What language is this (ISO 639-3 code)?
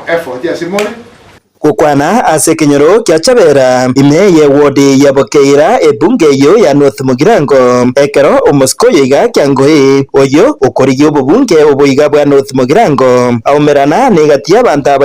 guz